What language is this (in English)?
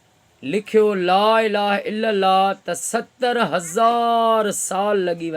Sindhi